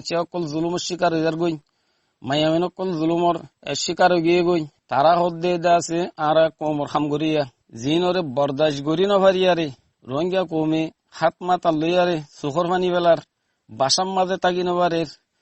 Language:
Rohingya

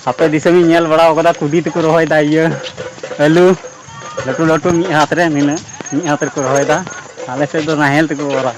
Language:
Santali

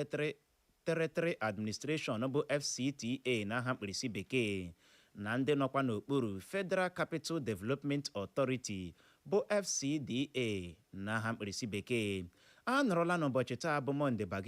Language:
Igbo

